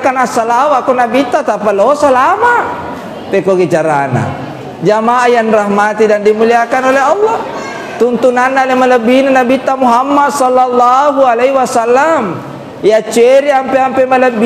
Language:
Buginese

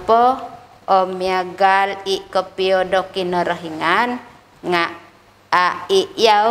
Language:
Central Dusun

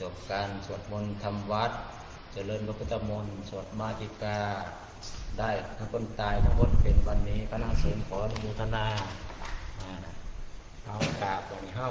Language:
Pali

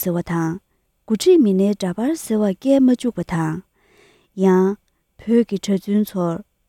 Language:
Tibetan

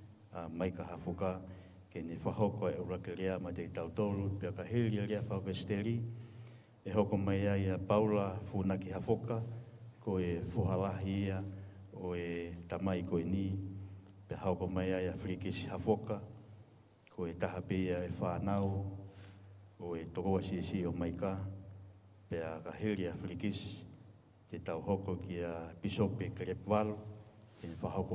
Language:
Tongan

